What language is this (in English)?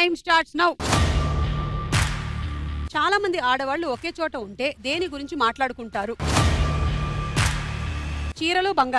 Telugu